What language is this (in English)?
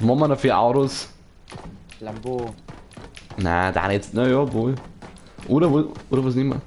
Bavarian